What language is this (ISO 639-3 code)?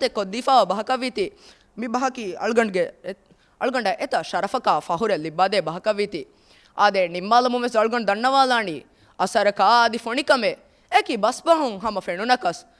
div